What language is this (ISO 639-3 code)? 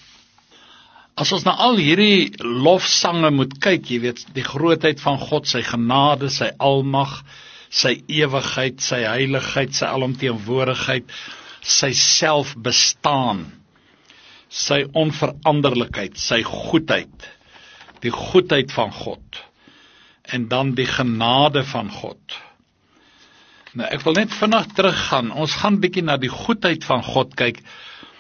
afr